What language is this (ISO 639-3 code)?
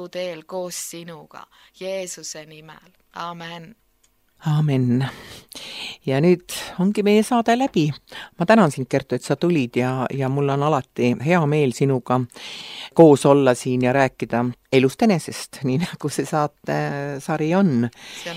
est